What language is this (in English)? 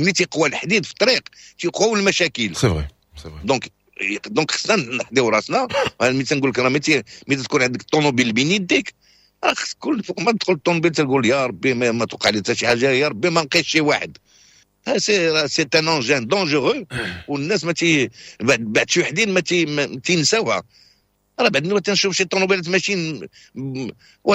Moroccan Arabic